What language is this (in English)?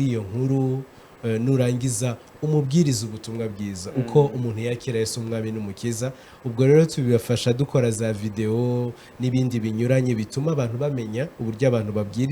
Kinyarwanda